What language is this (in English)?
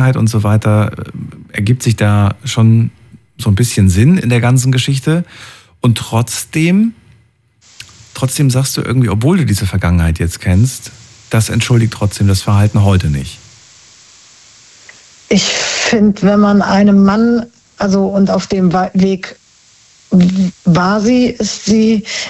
German